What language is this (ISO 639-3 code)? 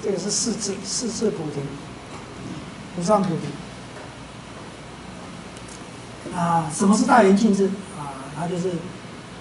zho